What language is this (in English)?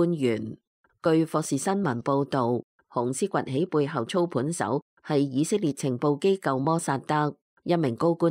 Cantonese